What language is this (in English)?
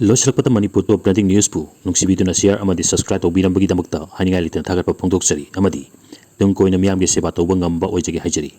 Manipuri